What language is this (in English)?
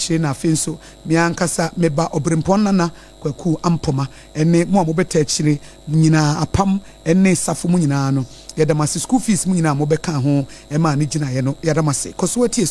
Akan